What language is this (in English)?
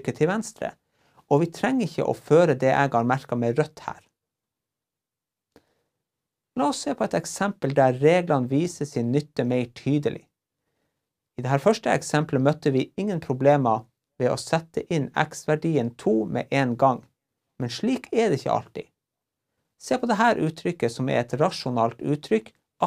Norwegian